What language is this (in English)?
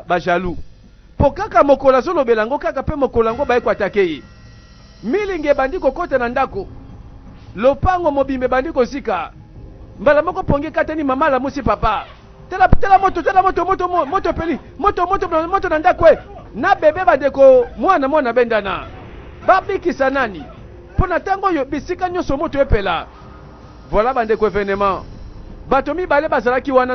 Lingala